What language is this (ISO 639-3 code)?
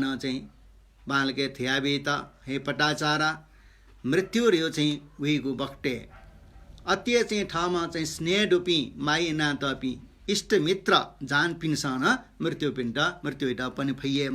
new